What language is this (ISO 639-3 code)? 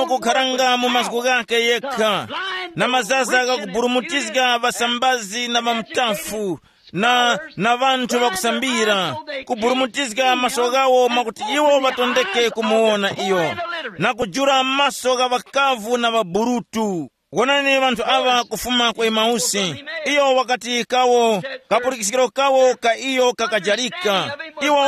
tum